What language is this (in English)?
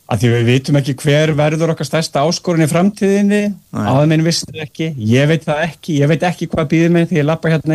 Icelandic